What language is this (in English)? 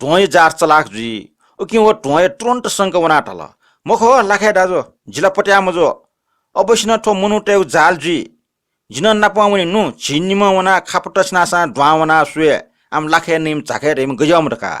Newari